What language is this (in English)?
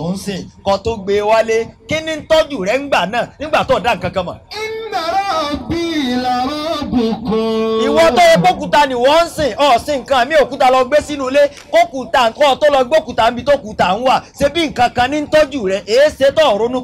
Yoruba